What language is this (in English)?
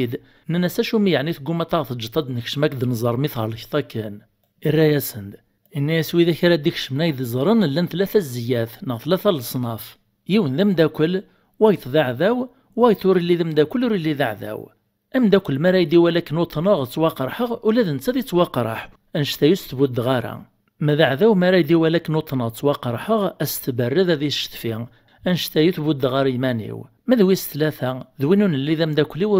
Kabyle